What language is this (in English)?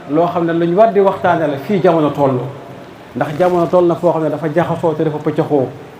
Wolof